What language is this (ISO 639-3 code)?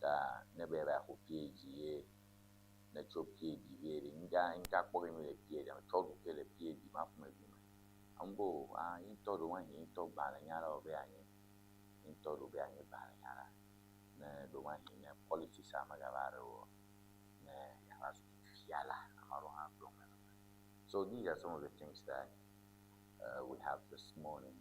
ewe